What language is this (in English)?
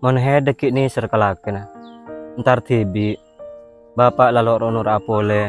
Madurese